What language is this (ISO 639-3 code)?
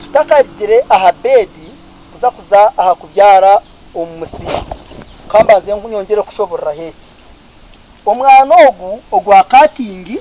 nyn